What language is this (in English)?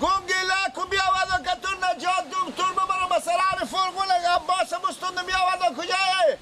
Persian